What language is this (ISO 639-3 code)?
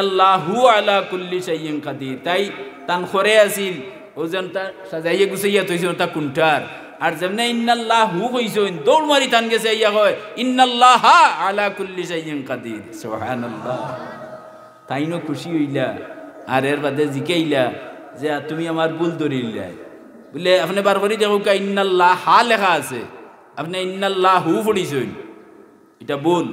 syl